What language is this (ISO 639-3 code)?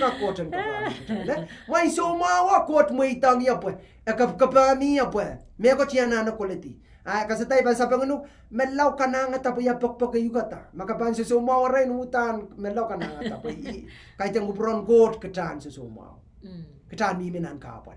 pon